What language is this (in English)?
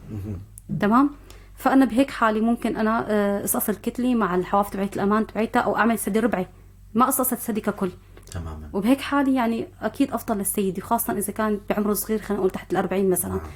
North Levantine Arabic